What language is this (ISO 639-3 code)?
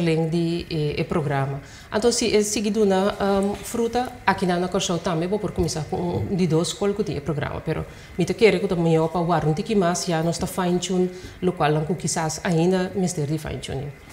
pap